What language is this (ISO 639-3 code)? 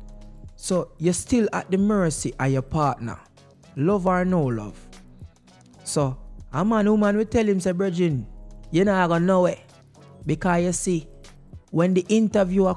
jam